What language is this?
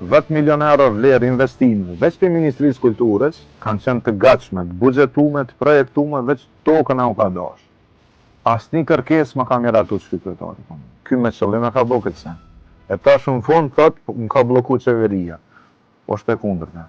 Albanian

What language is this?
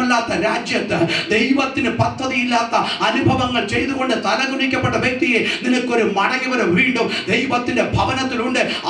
Malayalam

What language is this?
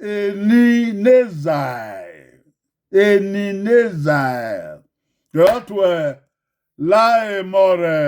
Bini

